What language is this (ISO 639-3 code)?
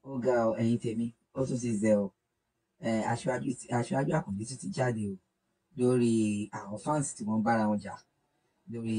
yor